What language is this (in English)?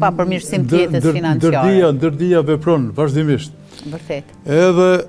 Albanian